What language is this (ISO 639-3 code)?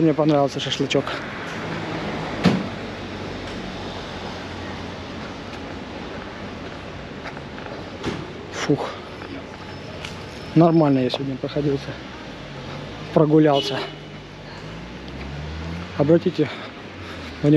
rus